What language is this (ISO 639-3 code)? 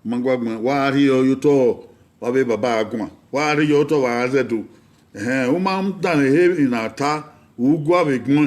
bin